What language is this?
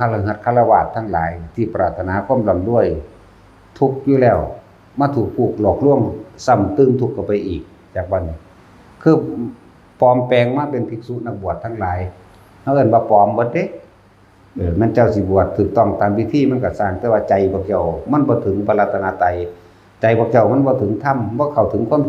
Northeastern Thai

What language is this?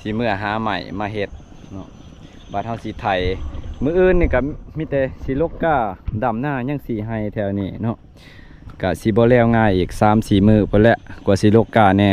Lao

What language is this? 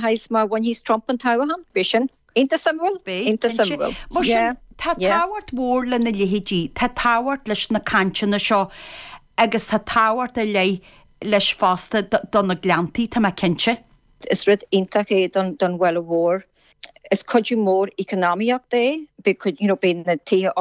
Irish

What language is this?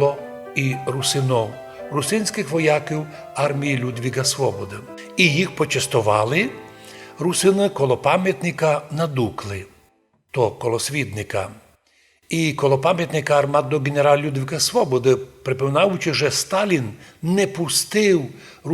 Rusyn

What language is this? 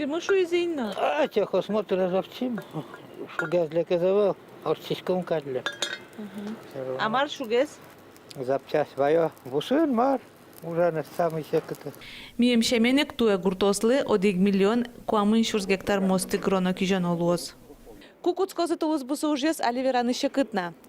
Udmurt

